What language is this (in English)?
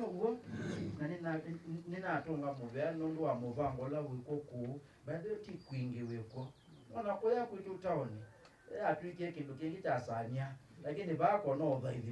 Kamba